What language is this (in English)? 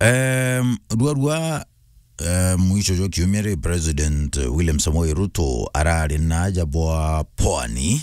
Meru